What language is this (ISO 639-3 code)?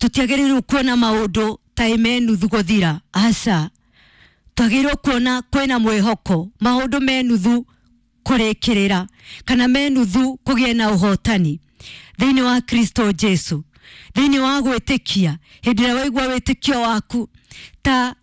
kik